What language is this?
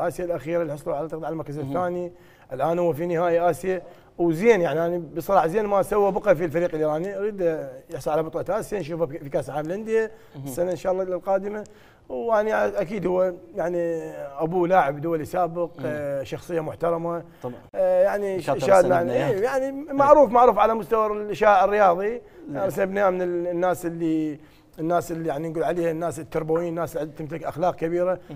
Mesopotamian Arabic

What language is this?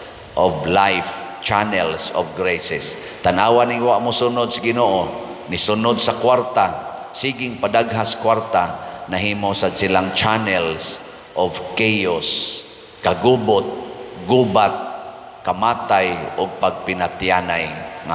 Cebuano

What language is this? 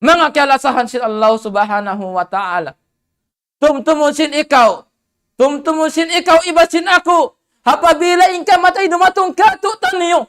Tausug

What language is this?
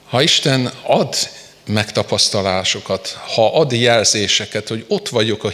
Hungarian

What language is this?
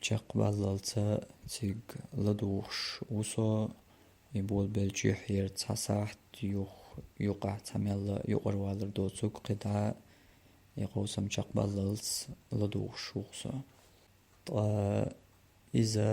Chechen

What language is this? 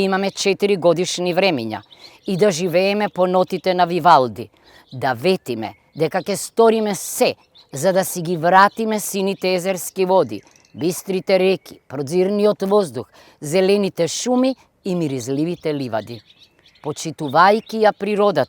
Macedonian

